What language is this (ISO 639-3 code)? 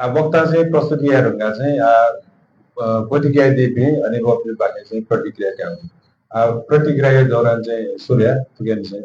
new